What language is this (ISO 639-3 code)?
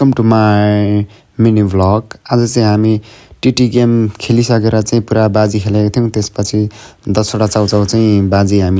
nep